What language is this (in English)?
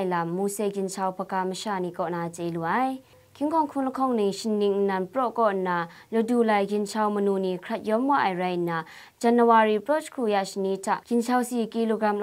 Kachin